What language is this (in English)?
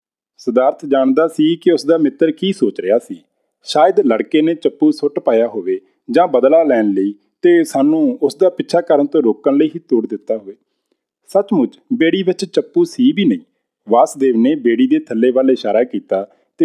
Punjabi